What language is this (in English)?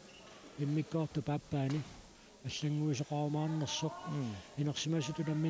Kalaallisut